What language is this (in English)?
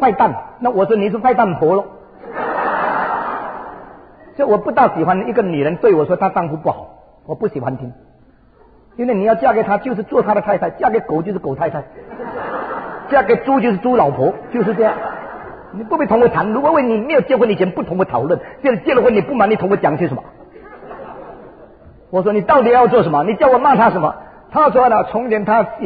Chinese